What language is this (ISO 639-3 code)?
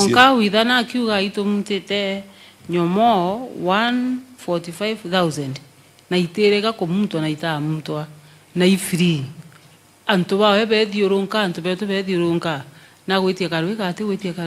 mer